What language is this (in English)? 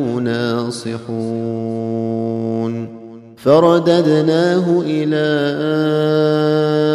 Arabic